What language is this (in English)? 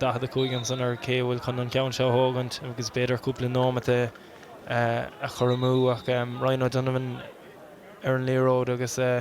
Irish